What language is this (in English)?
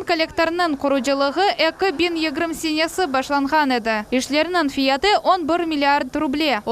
Crimean Tatar